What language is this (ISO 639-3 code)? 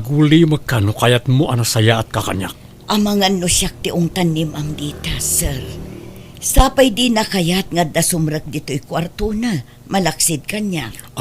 ilo